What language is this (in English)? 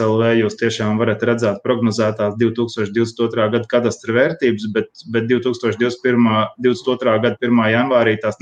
Latvian